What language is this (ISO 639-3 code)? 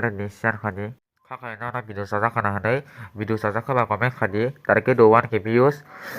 trp